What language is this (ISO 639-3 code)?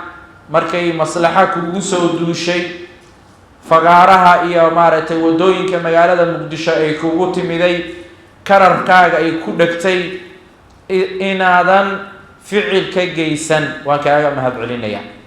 som